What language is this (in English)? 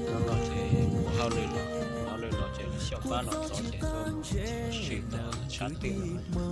Hmong